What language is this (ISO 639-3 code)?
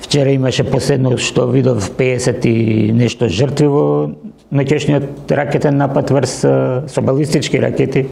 mkd